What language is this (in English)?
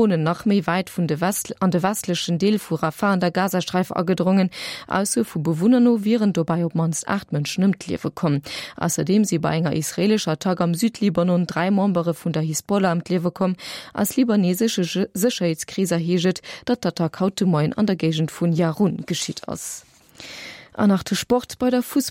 Luxembourgish